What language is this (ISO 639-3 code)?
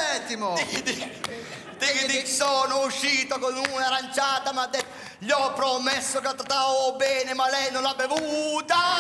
ita